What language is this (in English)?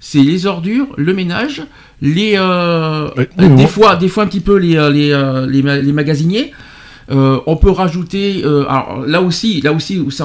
French